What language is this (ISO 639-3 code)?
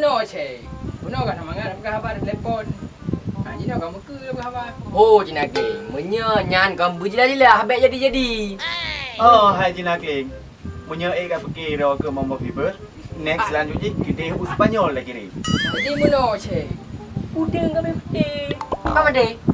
ace